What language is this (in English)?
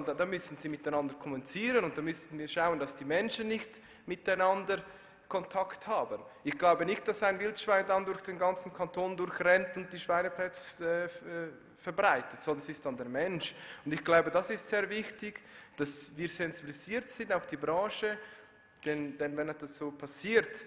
German